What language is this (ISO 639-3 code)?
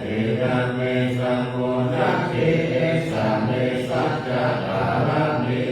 pli